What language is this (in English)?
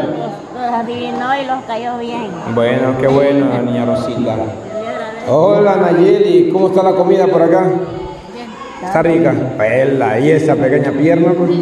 Spanish